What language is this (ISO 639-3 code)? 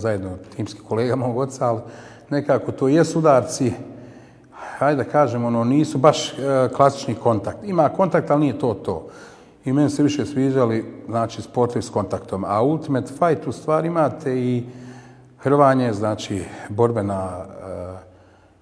bos